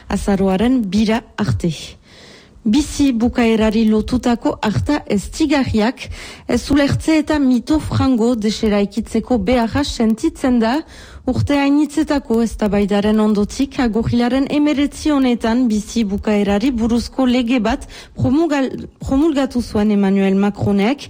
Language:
Basque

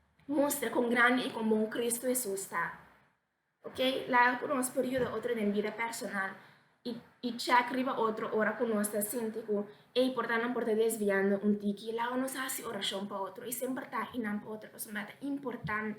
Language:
Papiamento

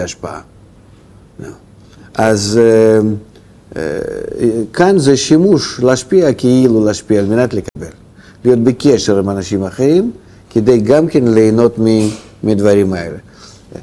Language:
Hebrew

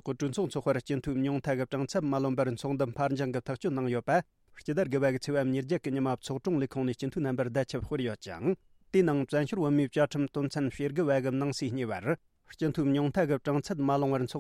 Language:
Tibetan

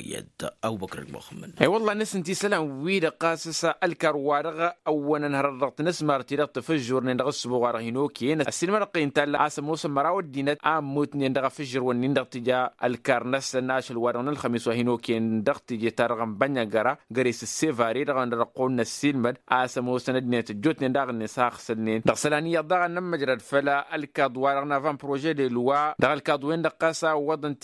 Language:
Tamasheq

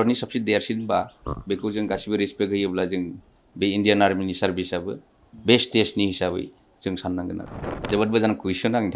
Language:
Bodo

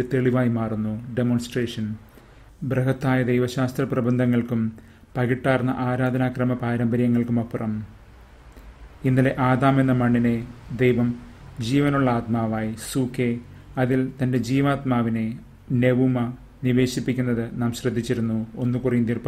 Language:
Malayalam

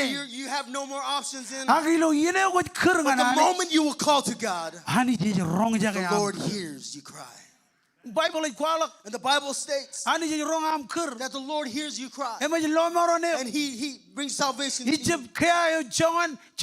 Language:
Marshallese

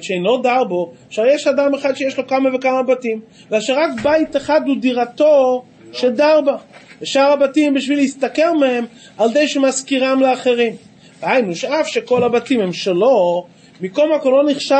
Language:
Hebrew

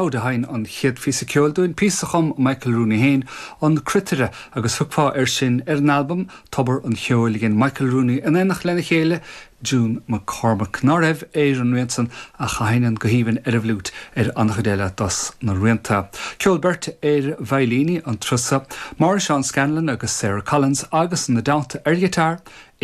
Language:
Irish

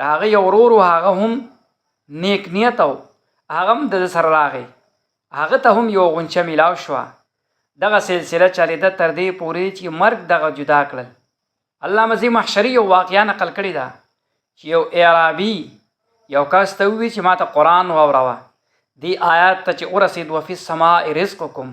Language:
Pashto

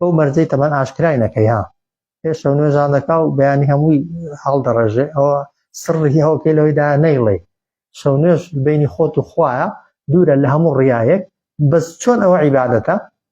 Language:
Central Kurdish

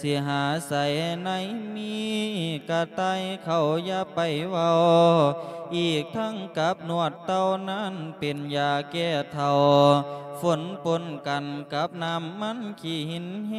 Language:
Lao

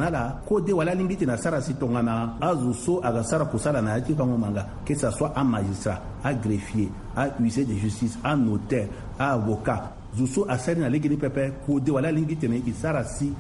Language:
Sango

